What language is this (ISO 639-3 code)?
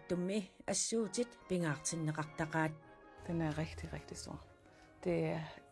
kal